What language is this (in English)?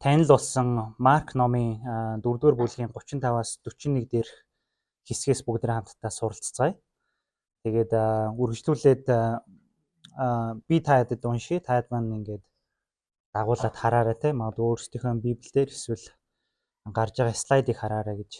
Mongolian